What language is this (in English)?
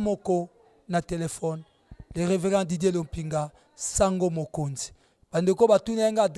Lingala